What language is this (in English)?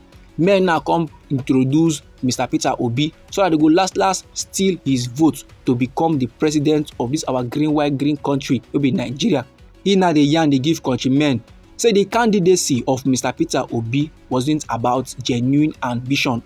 Nigerian Pidgin